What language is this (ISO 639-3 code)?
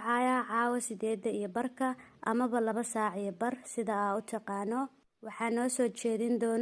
som